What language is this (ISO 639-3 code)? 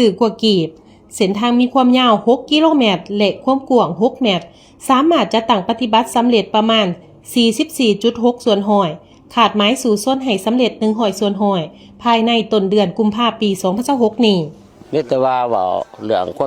lao